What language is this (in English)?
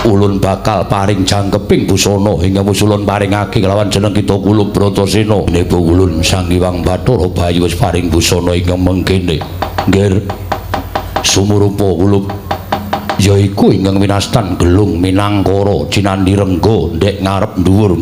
Javanese